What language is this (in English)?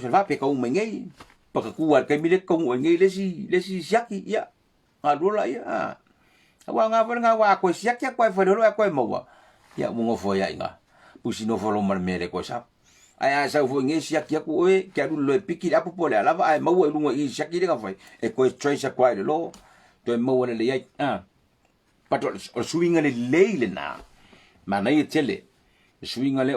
Samoan